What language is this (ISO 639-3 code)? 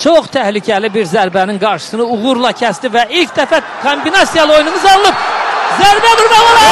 aze